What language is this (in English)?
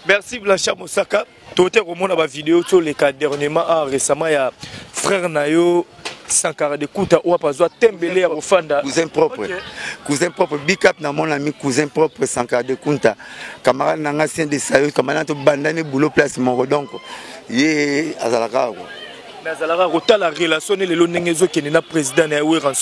Lingala